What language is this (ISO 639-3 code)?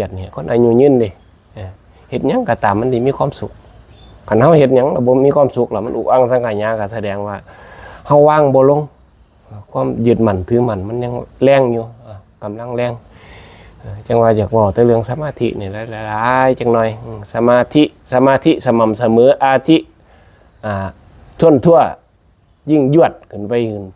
tts